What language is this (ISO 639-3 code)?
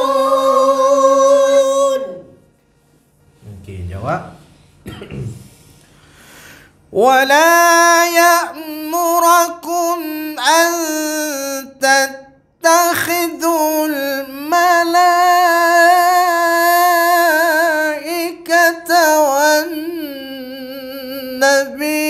msa